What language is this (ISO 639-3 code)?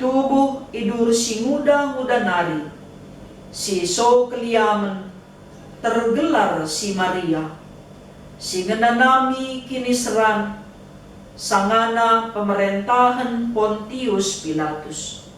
btx